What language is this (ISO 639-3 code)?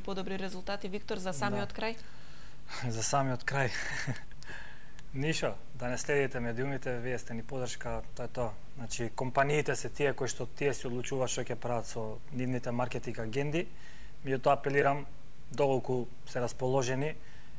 mkd